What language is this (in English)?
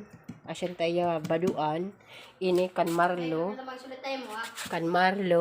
Waray